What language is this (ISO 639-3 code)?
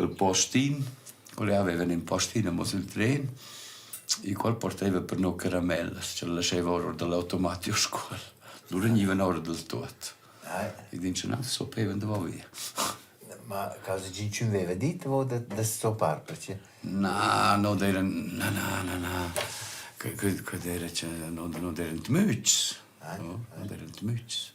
roh